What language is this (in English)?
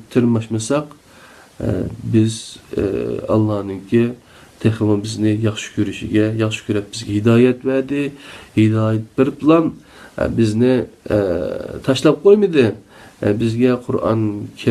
Uyghur